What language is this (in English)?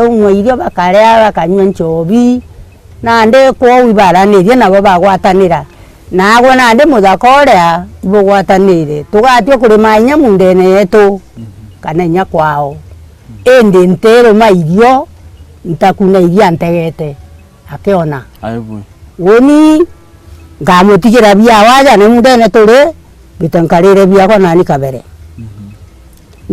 Meru